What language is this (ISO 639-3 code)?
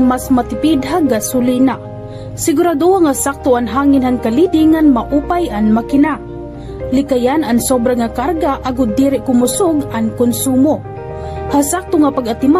war